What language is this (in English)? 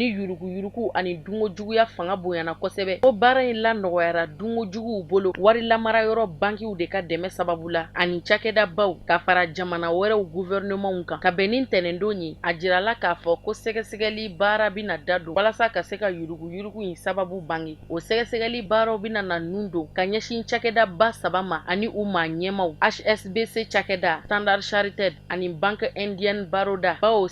Bambara